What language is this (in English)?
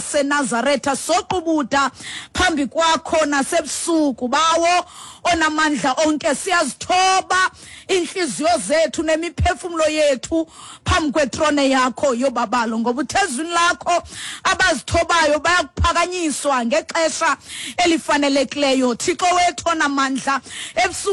Xhosa